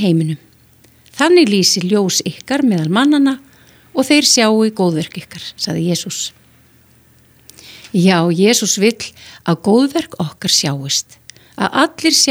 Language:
Icelandic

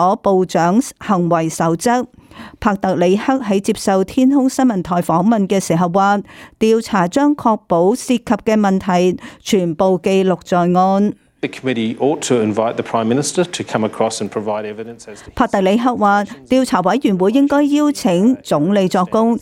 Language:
Cantonese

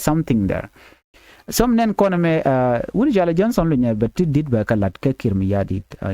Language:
Nuer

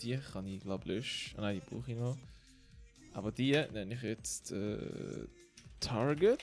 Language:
Swiss German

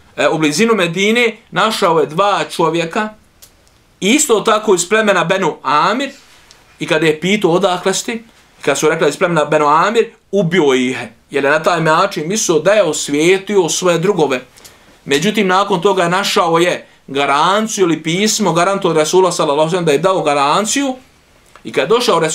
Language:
Bosnian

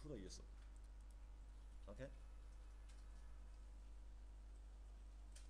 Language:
Chinese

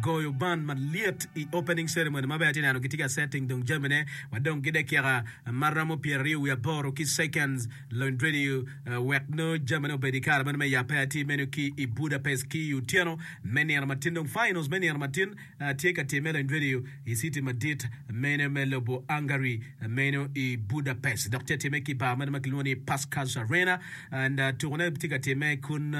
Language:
Acoli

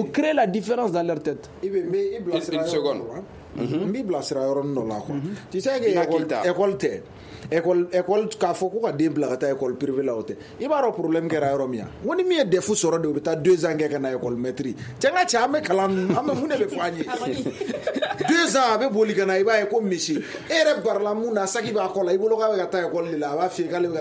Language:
Bambara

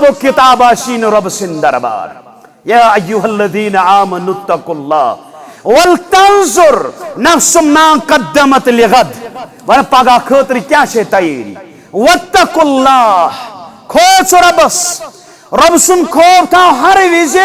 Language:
Kashmiri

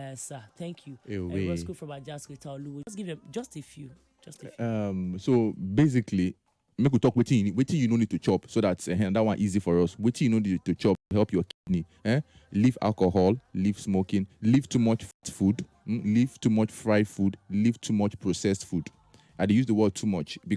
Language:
Nigerian Pidgin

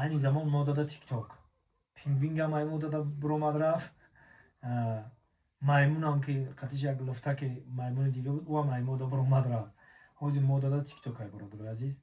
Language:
Tajik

